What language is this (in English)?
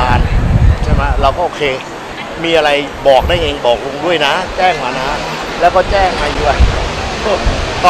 Thai